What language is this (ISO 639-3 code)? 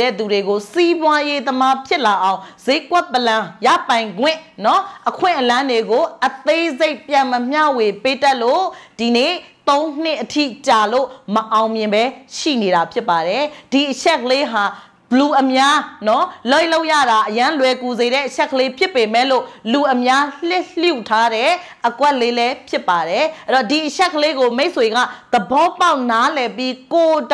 mya